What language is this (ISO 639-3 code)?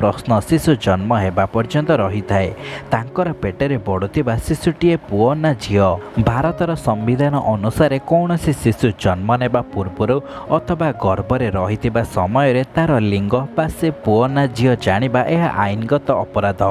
ori